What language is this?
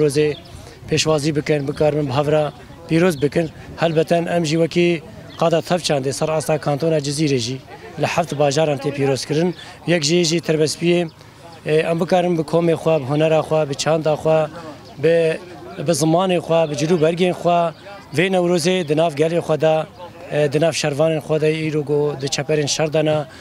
Kurdish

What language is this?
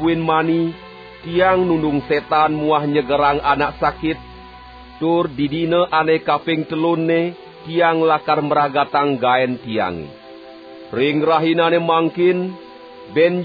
Balinese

